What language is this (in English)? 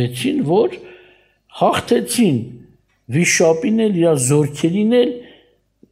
Armenian